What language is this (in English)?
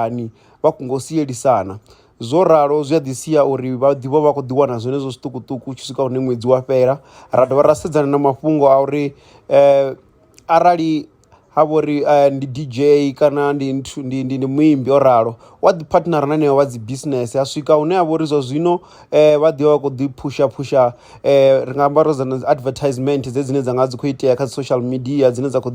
Venda